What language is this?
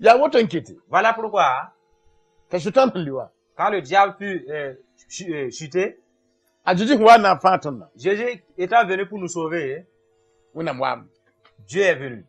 Mossi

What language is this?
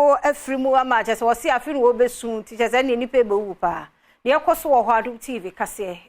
Akan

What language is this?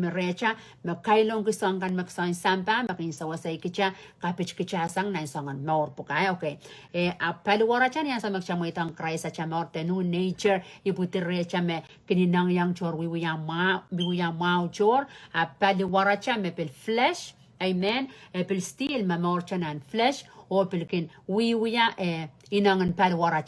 Pohnpeian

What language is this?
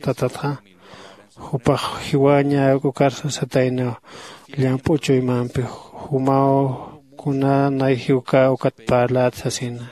Aymara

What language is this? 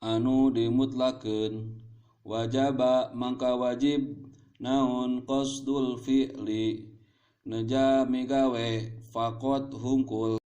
Sundanese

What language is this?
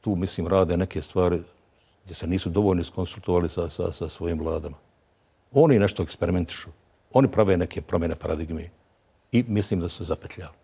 Bosnian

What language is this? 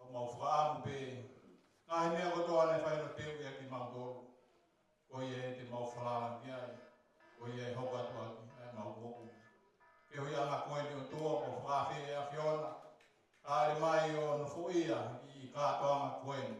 Tongan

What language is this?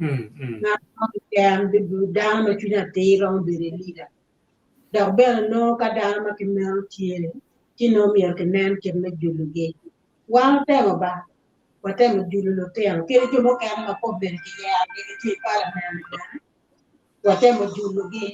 Acoli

